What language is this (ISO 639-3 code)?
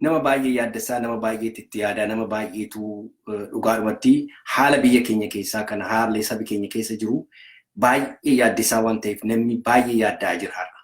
orm